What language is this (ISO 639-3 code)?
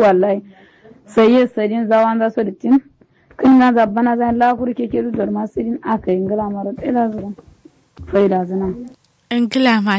kau